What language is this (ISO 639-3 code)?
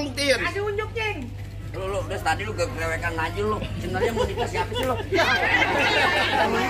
bew